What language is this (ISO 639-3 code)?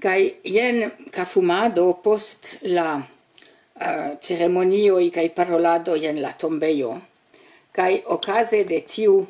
epo